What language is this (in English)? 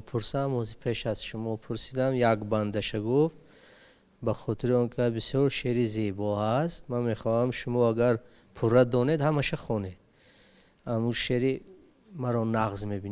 Tajik